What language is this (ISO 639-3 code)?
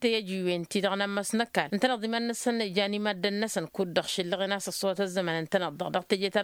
taq